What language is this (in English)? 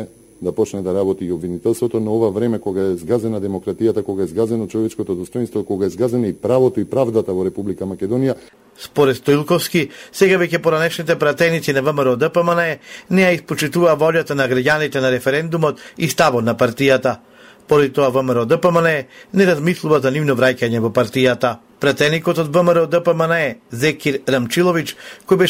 Macedonian